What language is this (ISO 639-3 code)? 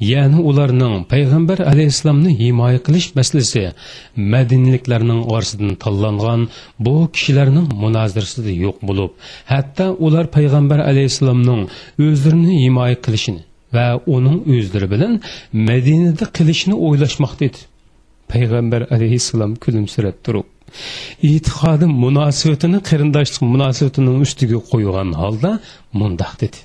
uig